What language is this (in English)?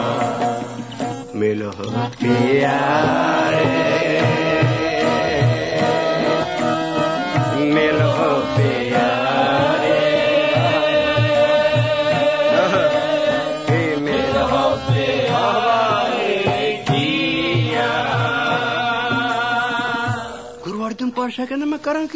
Punjabi